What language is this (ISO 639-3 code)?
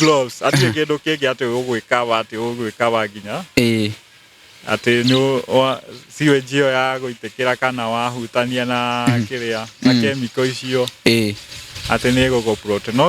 kik